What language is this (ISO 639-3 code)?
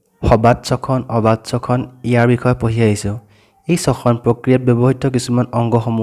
asm